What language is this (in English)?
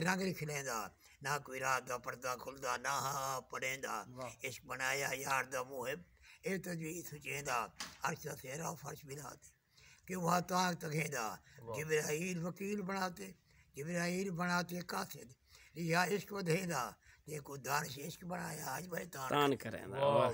Saraiki